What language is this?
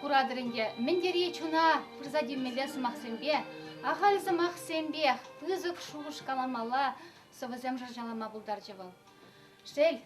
Chuvash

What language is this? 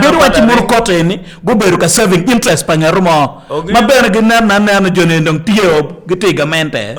Acoli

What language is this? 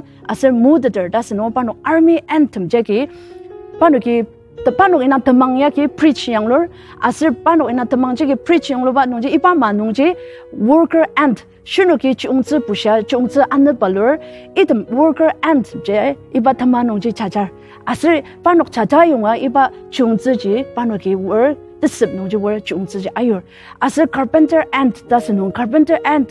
Ao Naga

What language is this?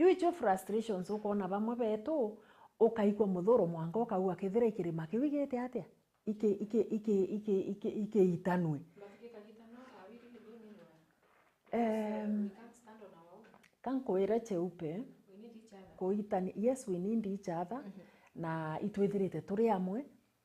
Meru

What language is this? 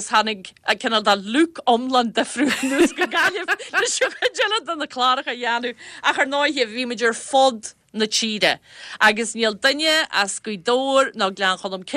Irish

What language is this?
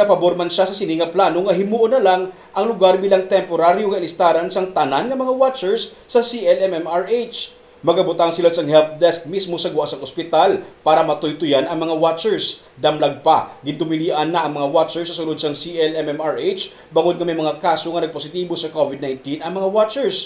Hiligaynon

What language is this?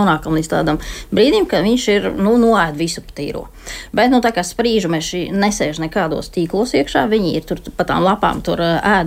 Latvian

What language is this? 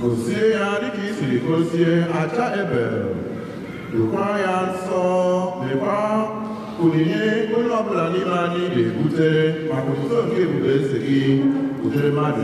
Igbo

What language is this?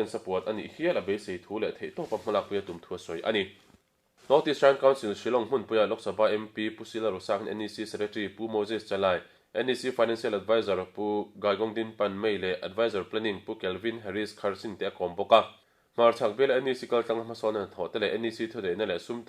Mizo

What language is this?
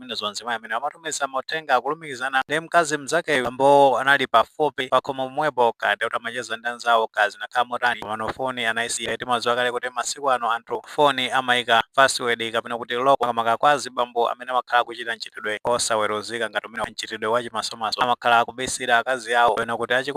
Nyanja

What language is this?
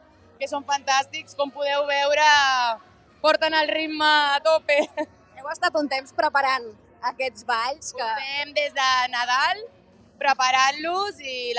Catalan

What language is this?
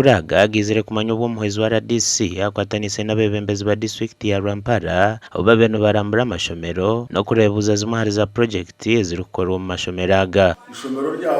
Nyankole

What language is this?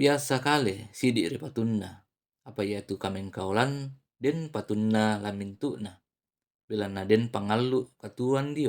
Toraja-Sa'dan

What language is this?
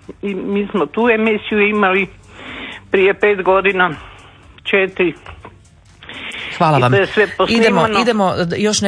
Croatian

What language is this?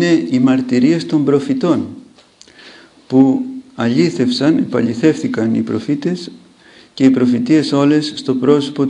Greek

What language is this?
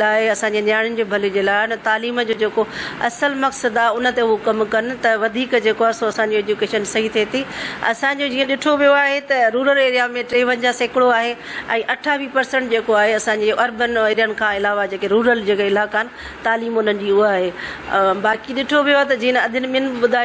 Sindhi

